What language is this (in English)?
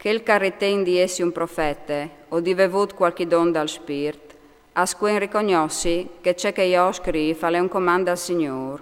Friulian